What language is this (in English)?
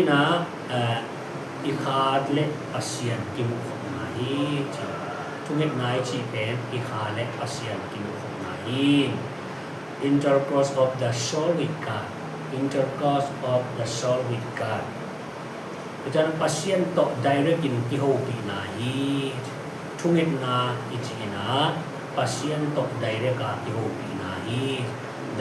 Tedim Chin